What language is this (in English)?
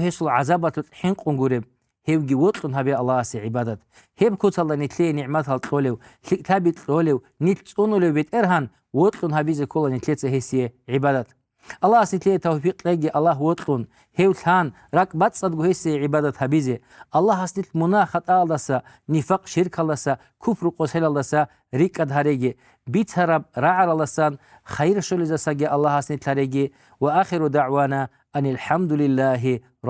Avaric